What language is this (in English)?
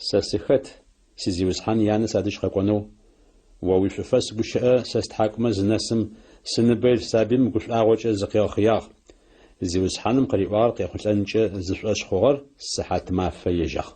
Adyghe